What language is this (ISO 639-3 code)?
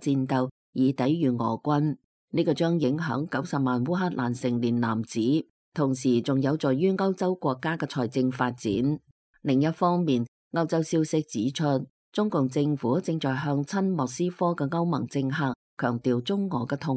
yue